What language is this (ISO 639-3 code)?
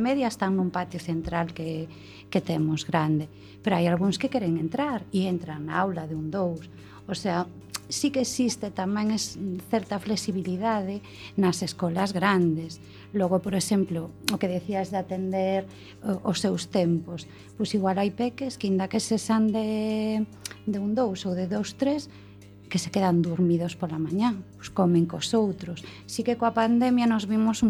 glg